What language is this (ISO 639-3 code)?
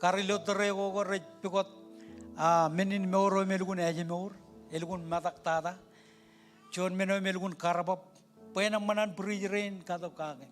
mah